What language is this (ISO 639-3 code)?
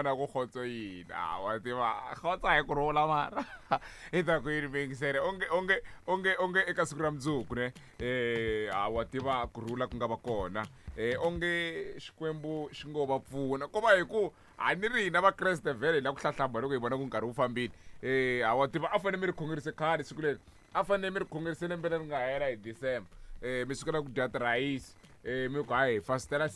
tso